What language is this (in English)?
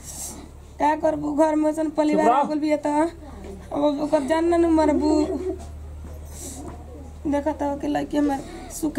Bhojpuri